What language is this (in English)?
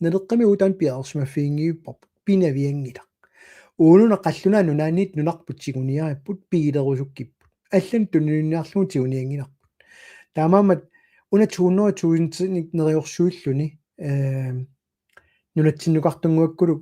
Kalaallisut